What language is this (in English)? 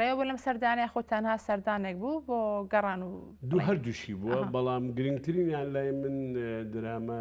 Central Kurdish